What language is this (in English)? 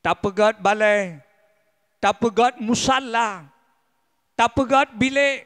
Achinese